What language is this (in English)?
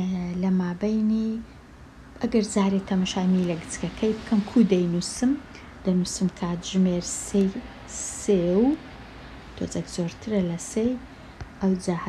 Central Kurdish